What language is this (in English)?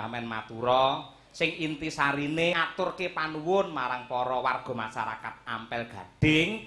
Javanese